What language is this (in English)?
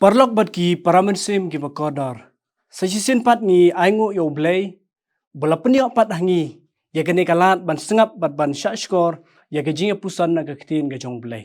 Khasi